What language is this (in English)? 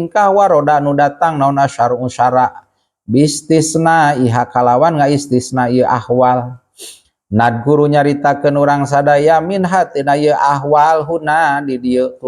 Sundanese